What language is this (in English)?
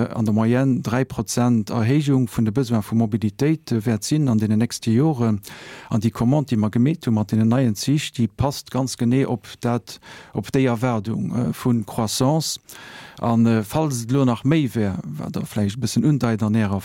Luxembourgish